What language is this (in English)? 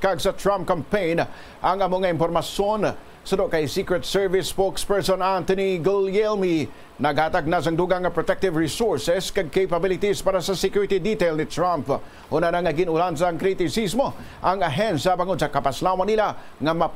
Hiligaynon